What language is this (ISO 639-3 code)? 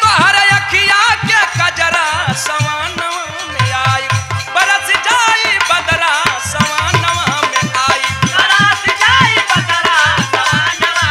bho